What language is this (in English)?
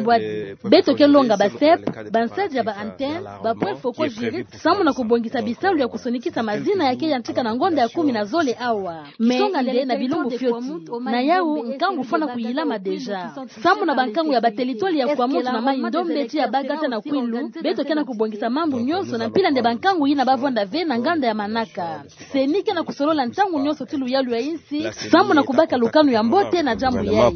Kituba (Democratic Republic of Congo)